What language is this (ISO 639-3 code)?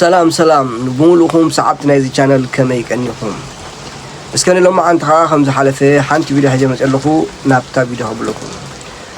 tir